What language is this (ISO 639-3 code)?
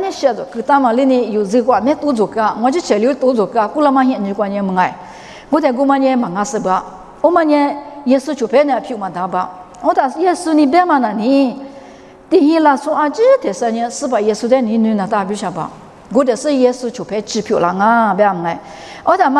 lis